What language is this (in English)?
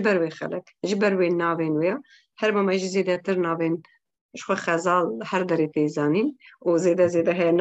Kurdish